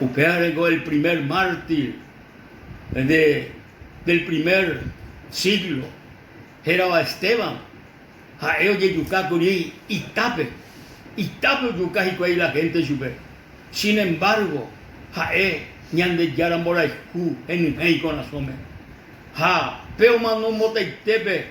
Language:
Guarani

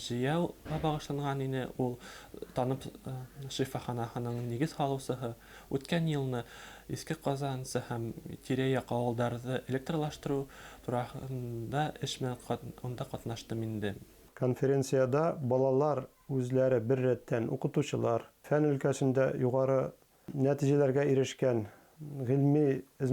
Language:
Bashkir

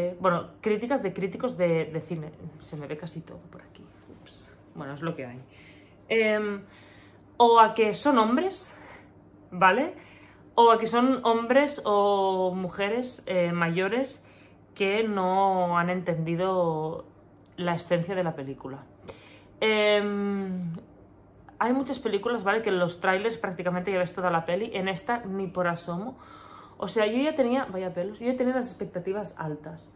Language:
Spanish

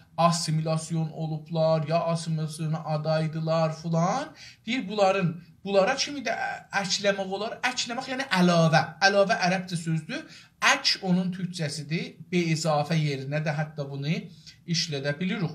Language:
South Azerbaijani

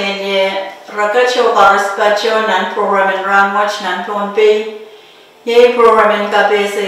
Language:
Pohnpeian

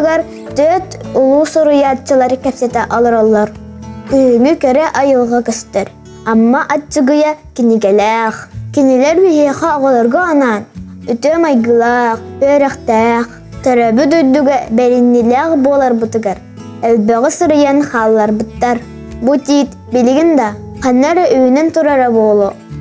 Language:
Yakut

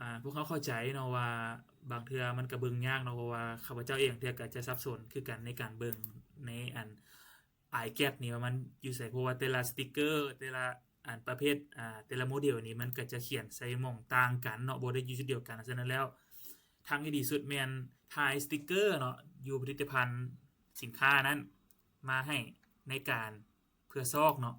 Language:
Lao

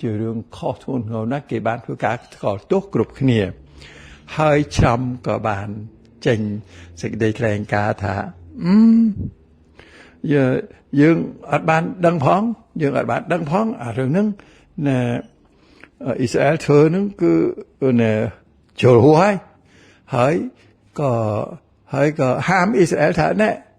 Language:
Khmer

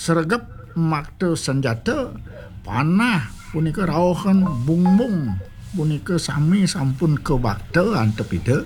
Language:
Balinese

